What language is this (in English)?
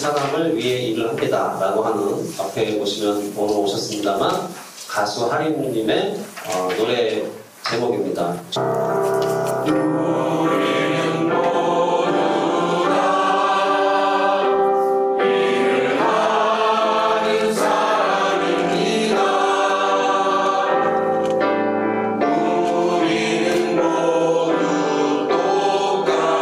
Korean